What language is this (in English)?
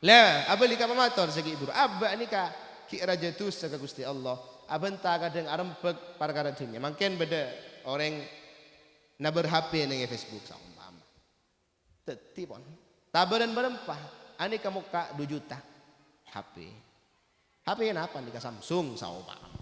Madurese